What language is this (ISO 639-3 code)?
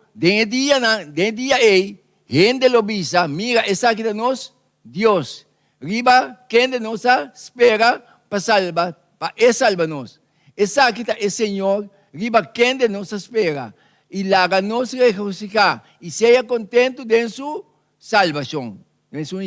pap